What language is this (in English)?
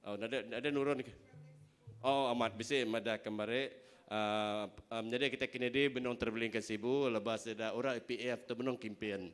Iban